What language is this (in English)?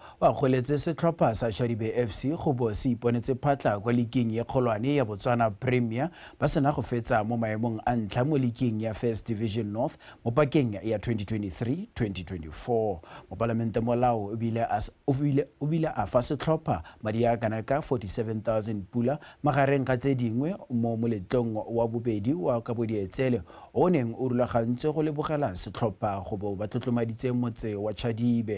Tswana